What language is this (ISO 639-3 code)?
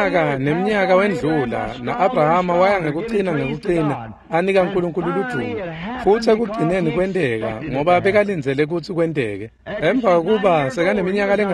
ssw